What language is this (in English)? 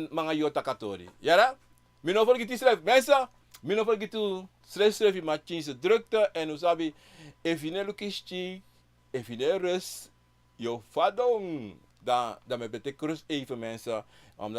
Sranan Tongo